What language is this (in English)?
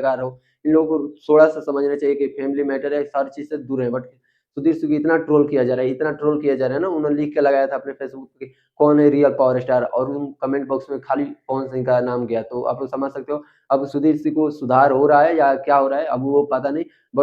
Bhojpuri